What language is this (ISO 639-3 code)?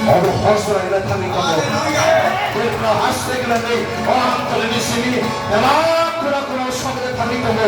trp